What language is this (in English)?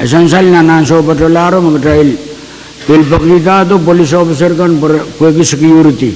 Pohnpeian